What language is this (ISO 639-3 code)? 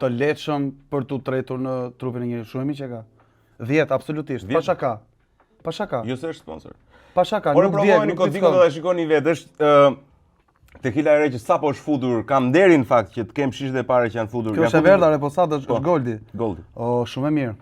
sqi